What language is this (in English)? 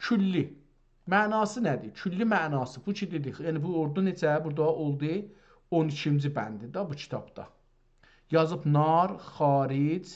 South Azerbaijani